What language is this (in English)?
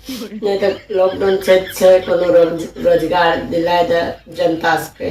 Maithili